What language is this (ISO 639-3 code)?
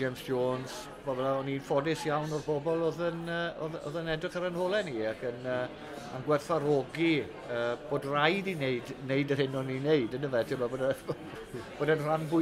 cym